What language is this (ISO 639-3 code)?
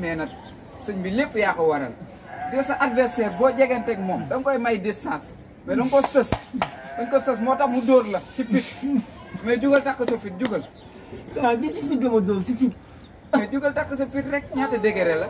wol